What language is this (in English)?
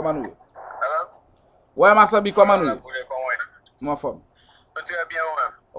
Haitian Creole